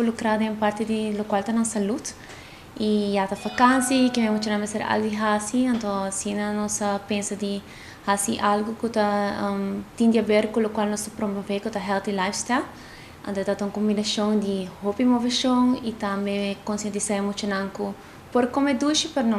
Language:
Papiamento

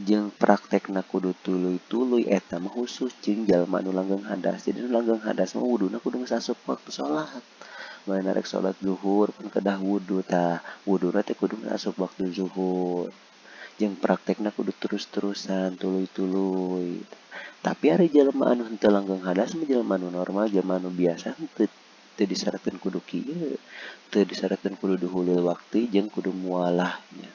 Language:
Sundanese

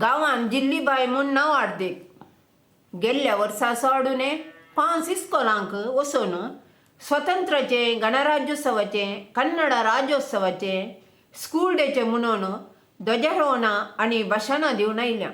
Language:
Konkani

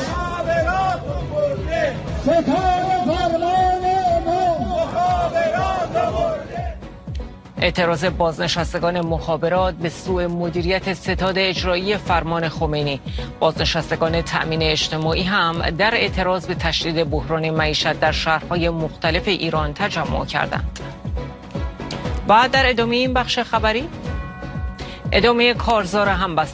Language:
Persian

